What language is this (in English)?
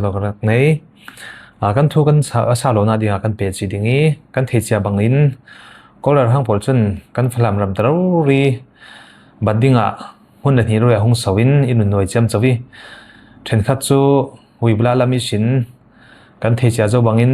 Falam Chin